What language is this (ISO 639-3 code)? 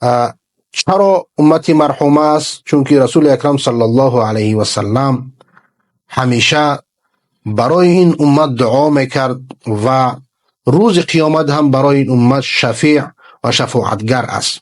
fas